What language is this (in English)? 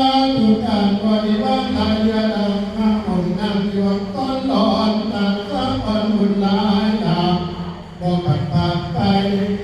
Northeastern Thai